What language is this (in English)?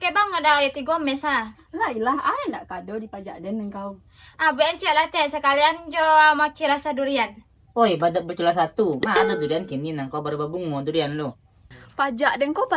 Minangkabau